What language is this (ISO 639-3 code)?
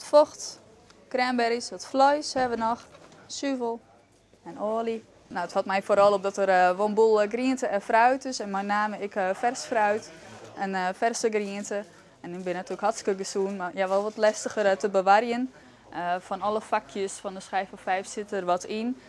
fry